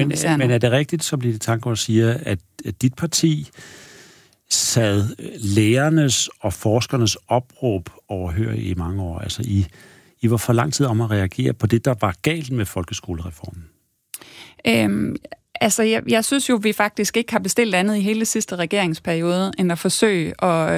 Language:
Danish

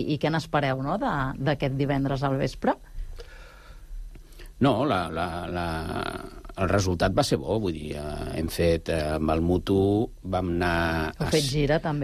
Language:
Catalan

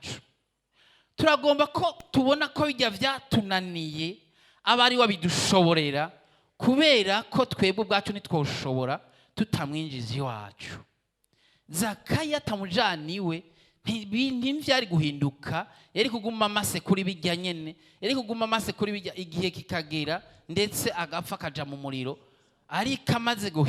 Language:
Rundi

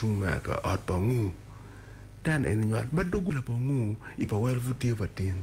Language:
Acoli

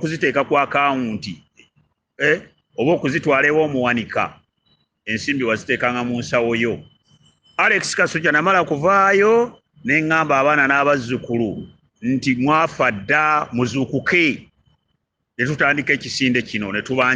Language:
Ganda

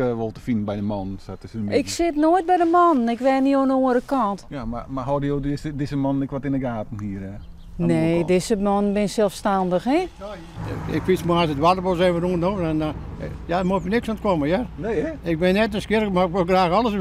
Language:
Western Frisian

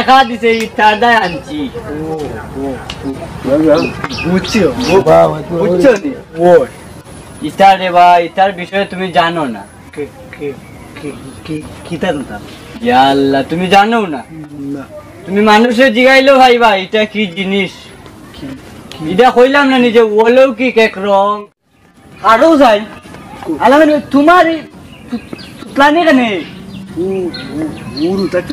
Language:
Sylheti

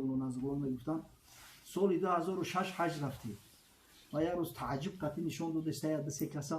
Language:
Tajik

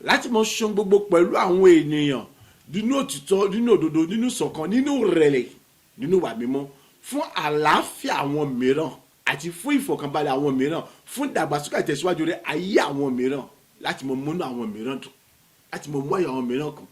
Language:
Yoruba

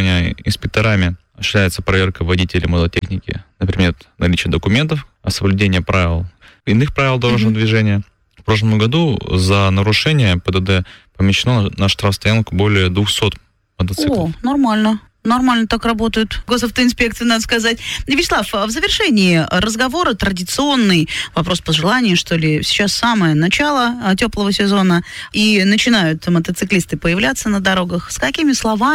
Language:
Russian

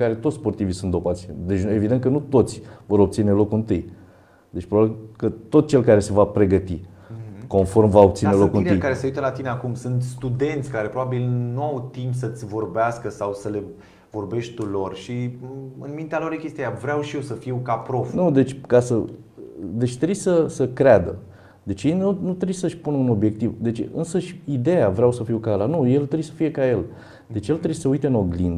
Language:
Romanian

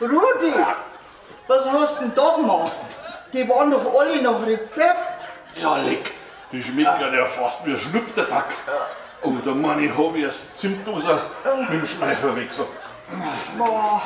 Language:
Bavarian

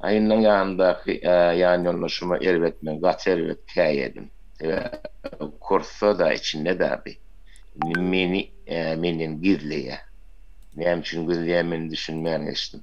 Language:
Turkmen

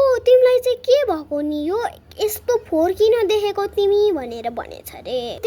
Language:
Nepali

